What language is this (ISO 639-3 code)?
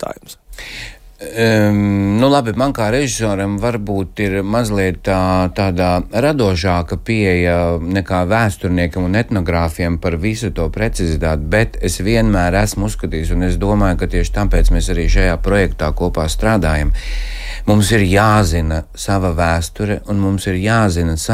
lav